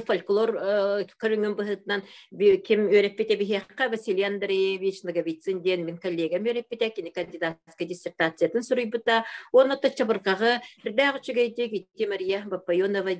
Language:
Yakut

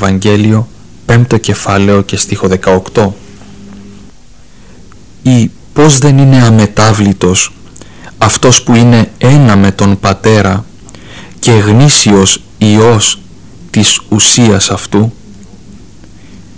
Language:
Greek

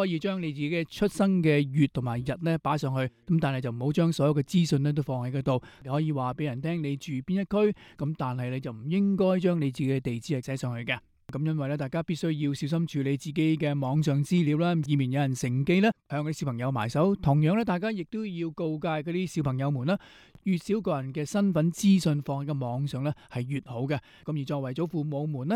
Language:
Cantonese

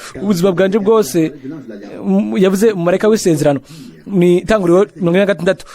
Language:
Rundi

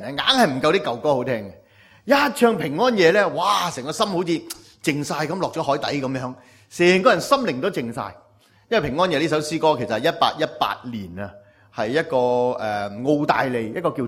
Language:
Cantonese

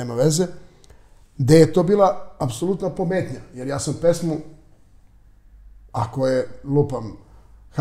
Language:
Serbian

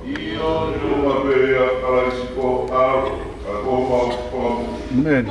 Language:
Tongan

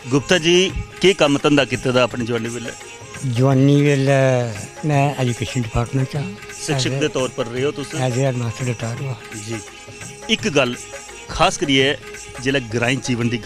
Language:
Dogri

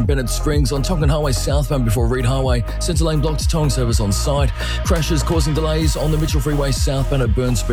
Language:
English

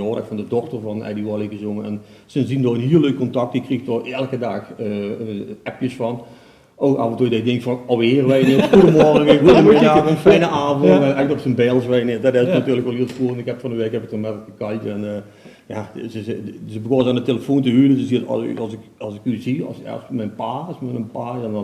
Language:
Limburgish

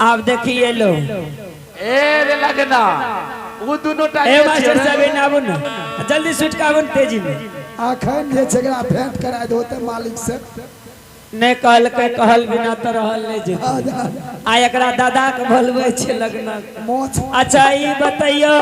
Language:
Maithili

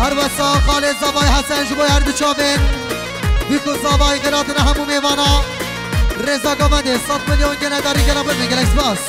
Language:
Kurdish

